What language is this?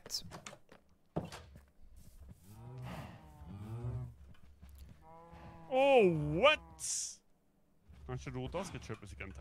Norwegian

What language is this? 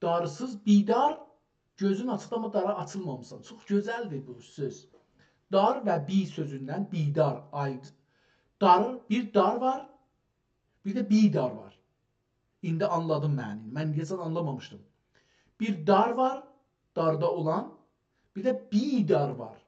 South Azerbaijani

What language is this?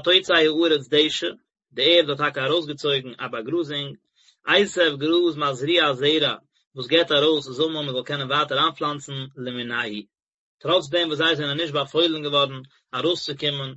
Yiddish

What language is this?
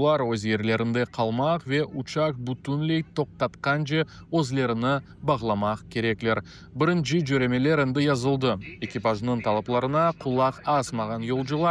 Crimean Tatar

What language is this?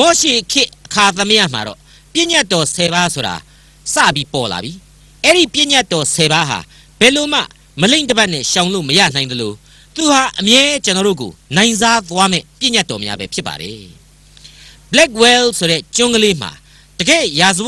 Burmese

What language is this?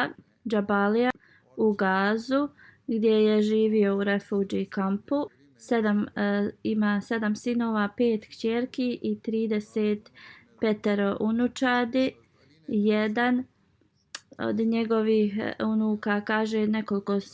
Bosnian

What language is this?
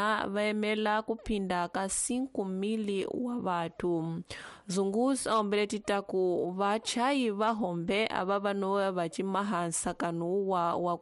Tsonga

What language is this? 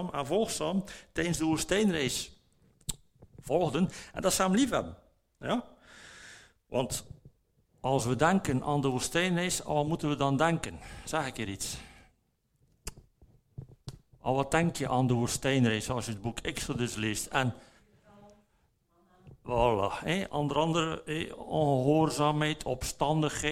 Dutch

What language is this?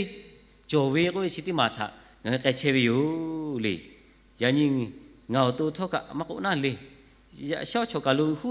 Lahu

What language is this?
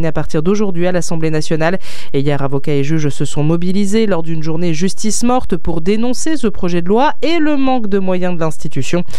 French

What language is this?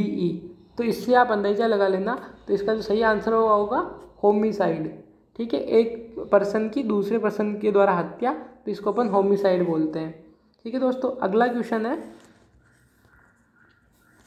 Hindi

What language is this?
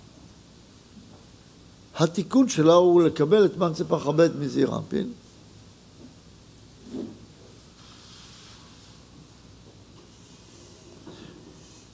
Hebrew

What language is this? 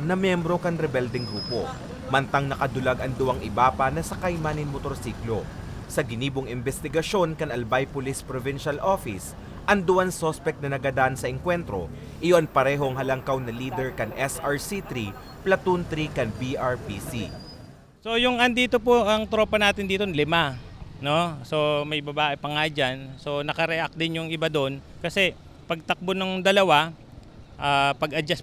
Bikol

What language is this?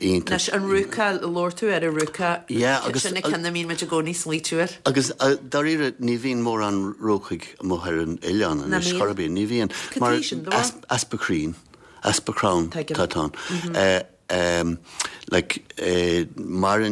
Irish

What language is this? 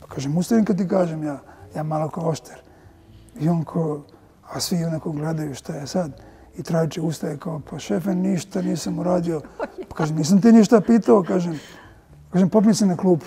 Serbian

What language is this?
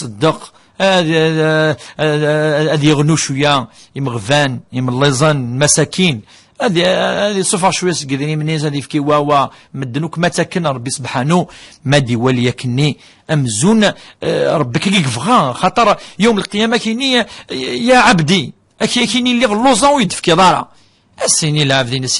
Kabyle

